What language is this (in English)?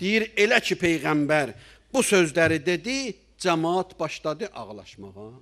Azerbaijani